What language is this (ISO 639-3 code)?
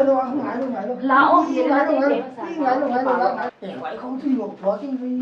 pck